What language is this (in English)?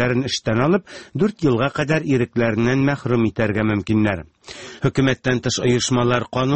Tatar